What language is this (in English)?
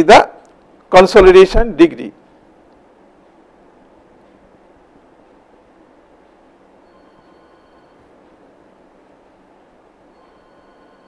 English